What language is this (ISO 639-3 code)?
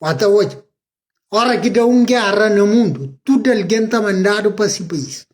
kea